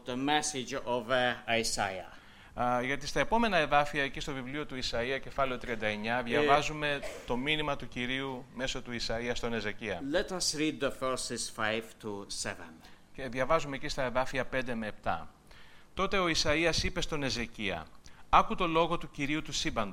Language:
Greek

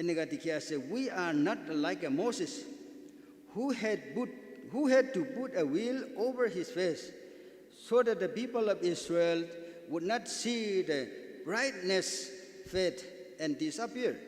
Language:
Naga Pidgin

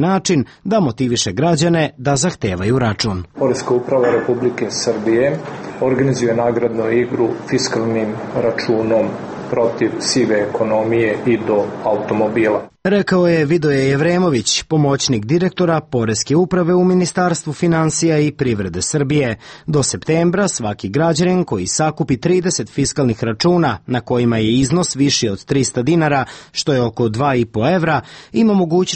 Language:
Serbian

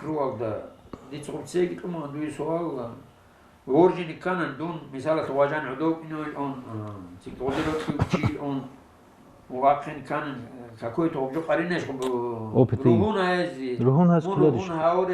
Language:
Avaric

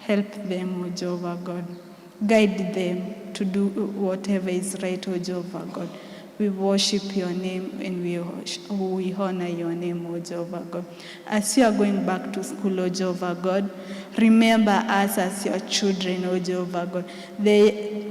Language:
Kikuyu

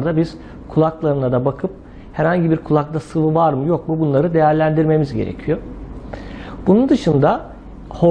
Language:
Turkish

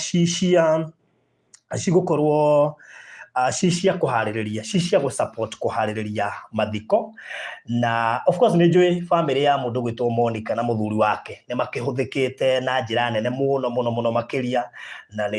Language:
Kikuyu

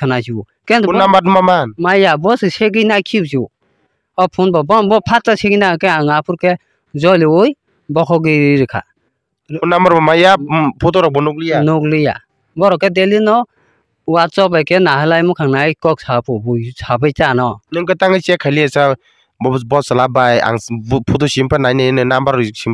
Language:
Kok Borok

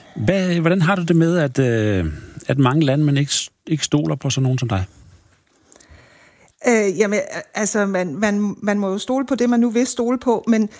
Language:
Danish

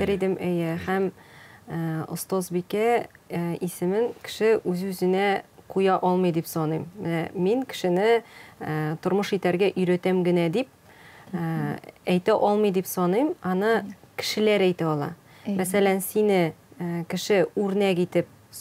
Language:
Tatar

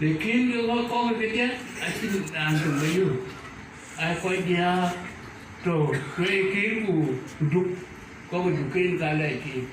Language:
Dinka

